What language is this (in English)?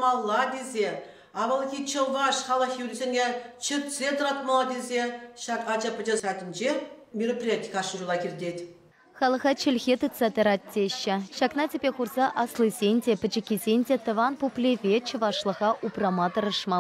Chuvash